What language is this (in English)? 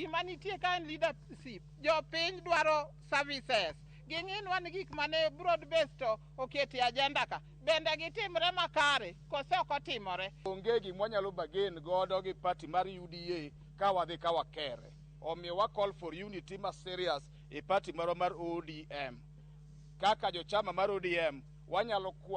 Luo (Kenya and Tanzania)